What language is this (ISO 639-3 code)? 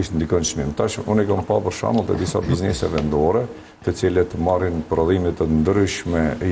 sqi